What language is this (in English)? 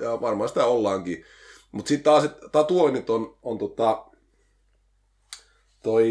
Finnish